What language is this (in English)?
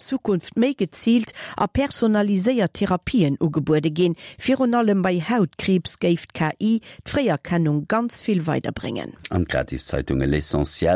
Luxembourgish